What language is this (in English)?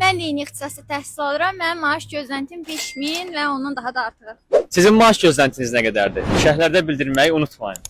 Azerbaijani